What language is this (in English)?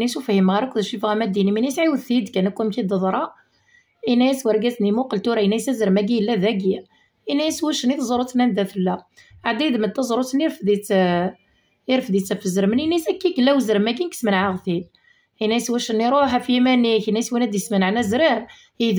Kabyle